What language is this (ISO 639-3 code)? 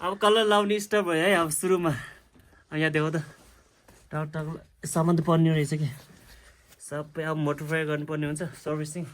nep